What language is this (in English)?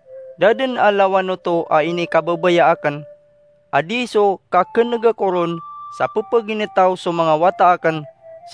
Maranao